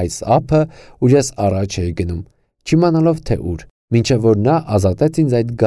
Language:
Armenian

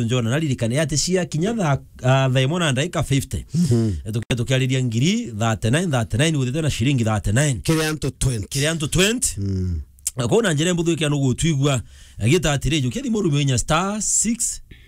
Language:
Meru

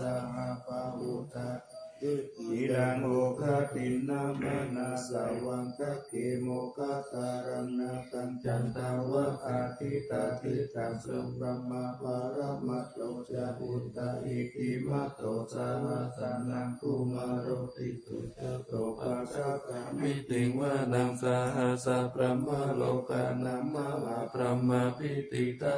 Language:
Pali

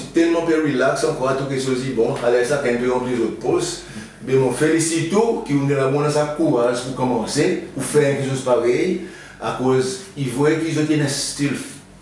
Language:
Seselwa Creole French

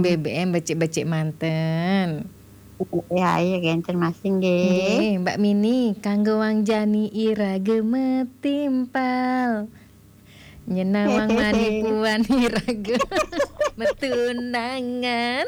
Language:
Balinese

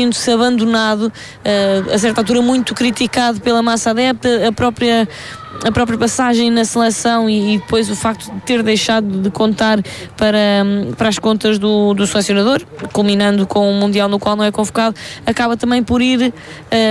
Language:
Portuguese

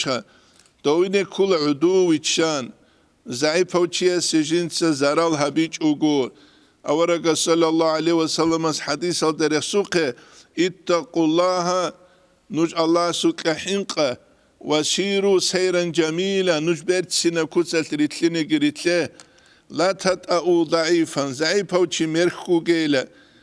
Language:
Avaric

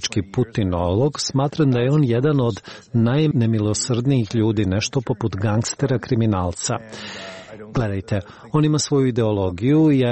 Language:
Croatian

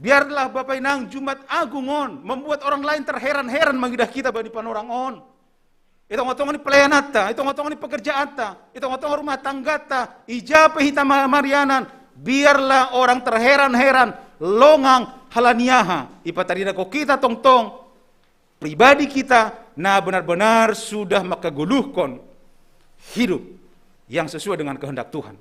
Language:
Batak Simalungun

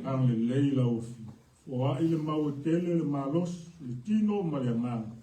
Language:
Samoan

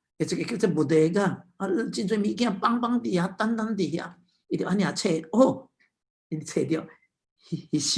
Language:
Min Nan Chinese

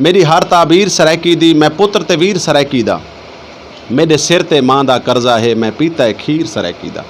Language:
Saraiki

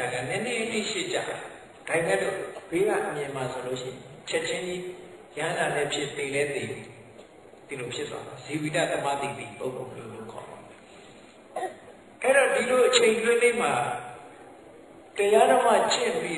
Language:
Burmese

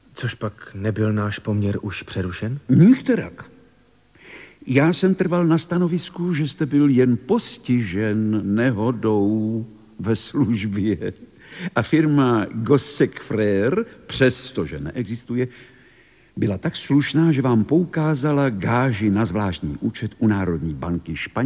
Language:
Czech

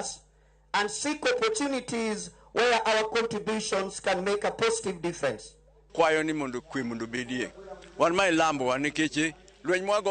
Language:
Luo (Kenya and Tanzania)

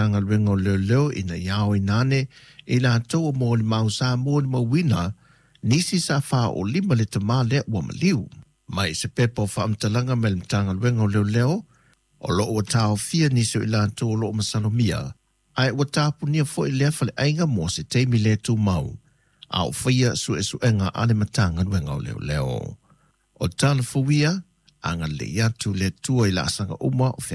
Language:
Samoan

